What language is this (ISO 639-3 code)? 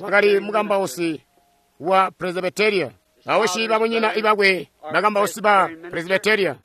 toi